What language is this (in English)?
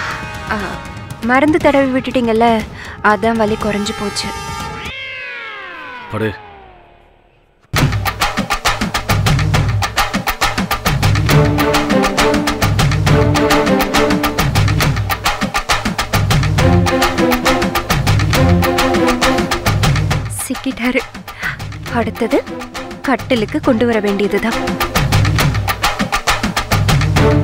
Tamil